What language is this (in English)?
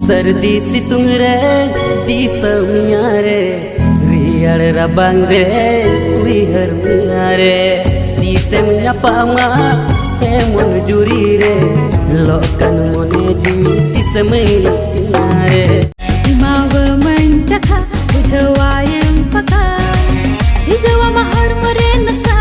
Santali